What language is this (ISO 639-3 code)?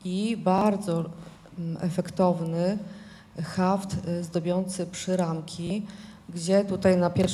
pol